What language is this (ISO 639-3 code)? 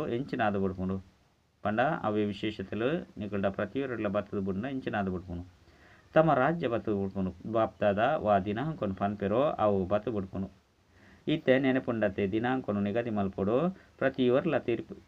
tcy